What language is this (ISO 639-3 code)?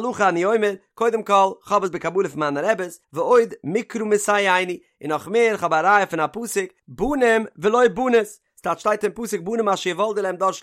yid